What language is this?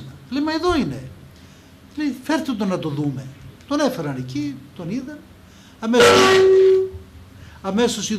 Greek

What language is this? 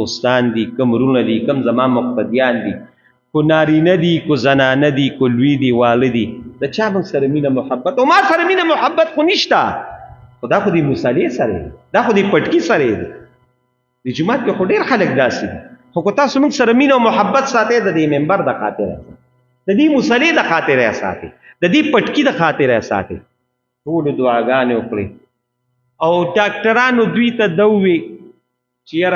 Pashto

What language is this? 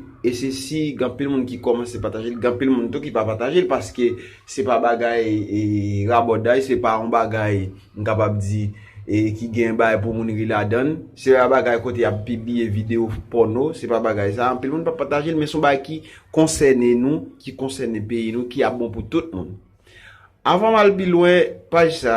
Haitian Creole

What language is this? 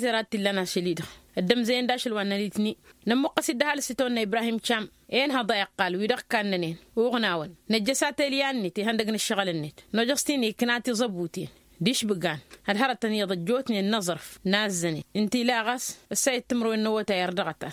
Tamasheq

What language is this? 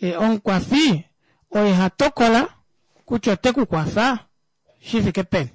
Kuanyama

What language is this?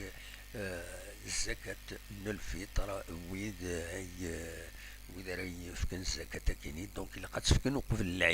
Kabyle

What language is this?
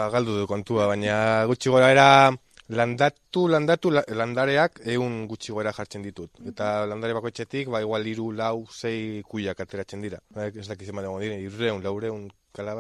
Basque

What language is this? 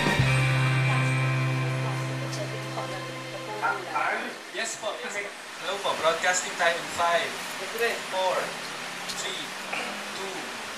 Filipino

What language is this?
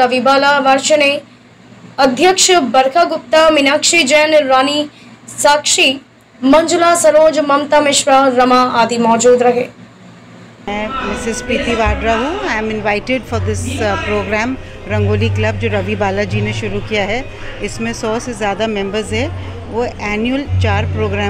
Hindi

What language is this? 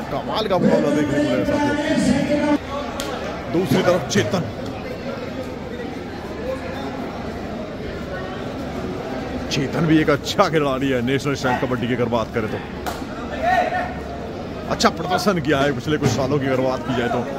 Hindi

